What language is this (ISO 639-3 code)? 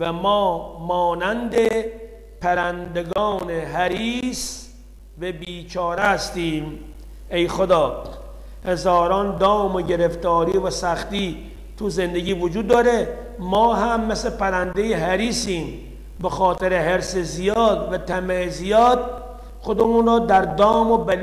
fas